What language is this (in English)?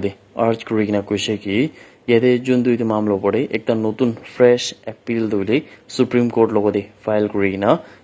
Naga Pidgin